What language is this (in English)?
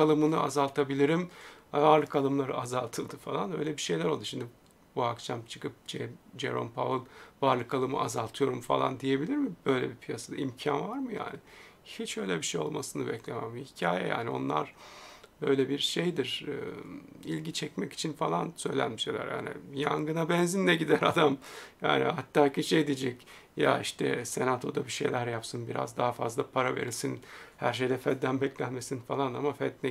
Turkish